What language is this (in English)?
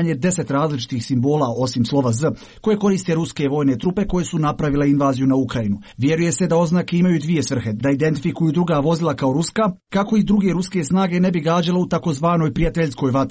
Croatian